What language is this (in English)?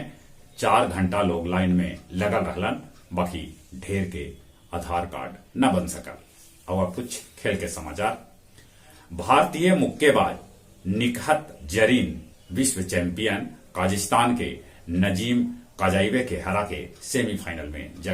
Magahi